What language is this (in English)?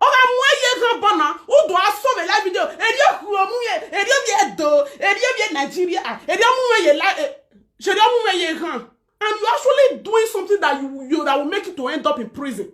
Nigerian Pidgin